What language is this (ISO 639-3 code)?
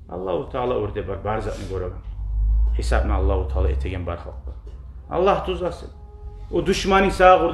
kum